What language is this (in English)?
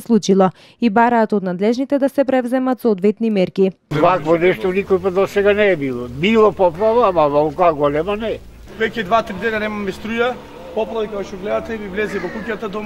Macedonian